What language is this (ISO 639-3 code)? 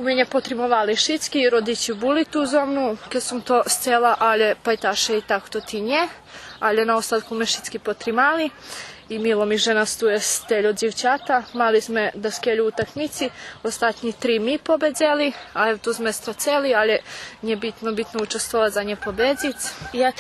rue